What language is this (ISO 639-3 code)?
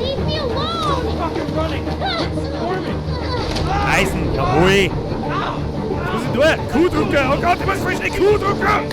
bar